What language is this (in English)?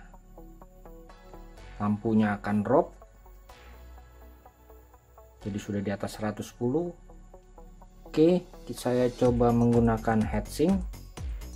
Indonesian